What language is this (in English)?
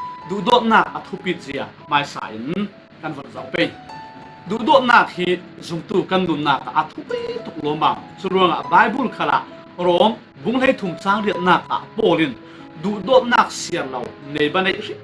Falam Chin